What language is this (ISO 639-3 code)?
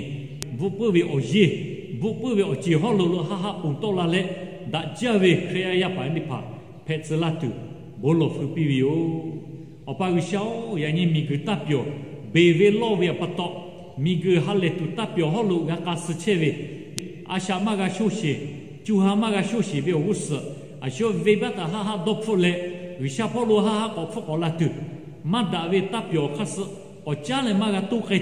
lhu